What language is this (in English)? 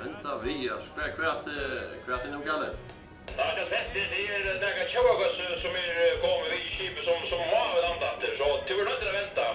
Faroese